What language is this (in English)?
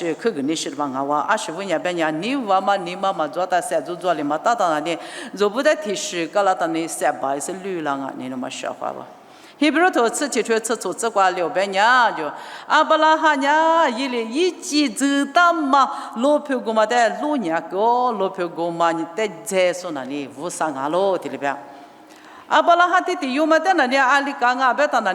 Lisu